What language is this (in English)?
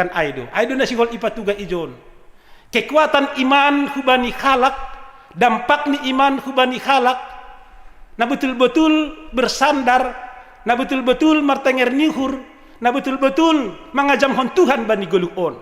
Batak Simalungun